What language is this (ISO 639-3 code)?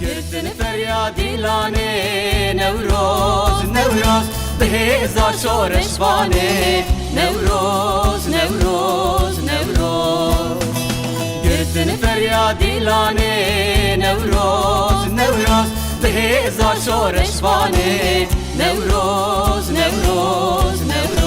kur